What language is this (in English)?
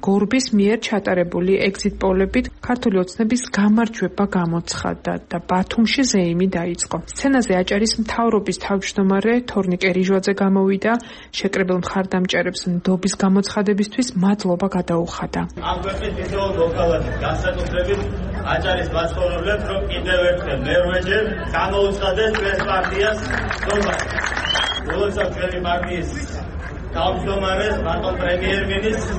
Georgian